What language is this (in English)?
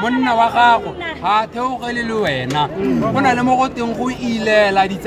Tswana